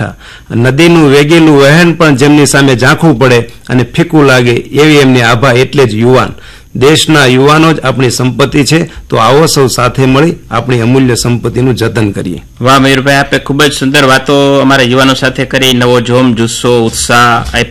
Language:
Gujarati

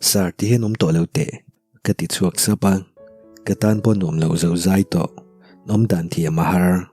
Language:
Mizo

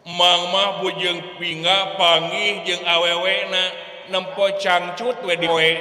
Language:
Sundanese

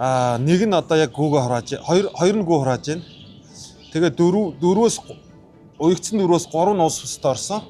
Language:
Mongolian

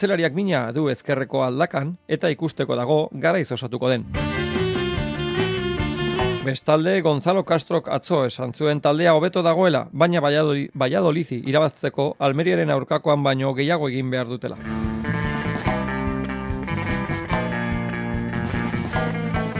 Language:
Basque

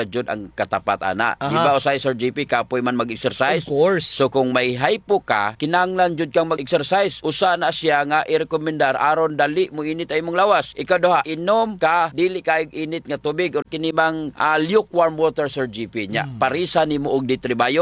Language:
Cebuano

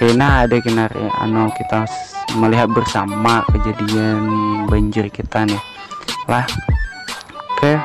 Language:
Banjar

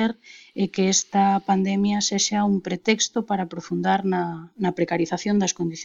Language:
Galician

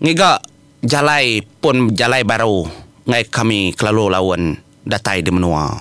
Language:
Iban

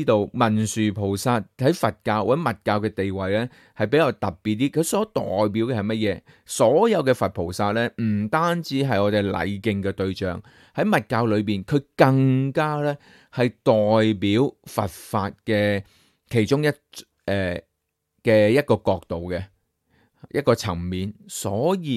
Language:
Cantonese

